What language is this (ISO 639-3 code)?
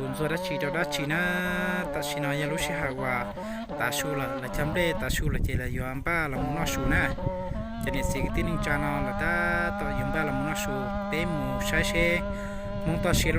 hmn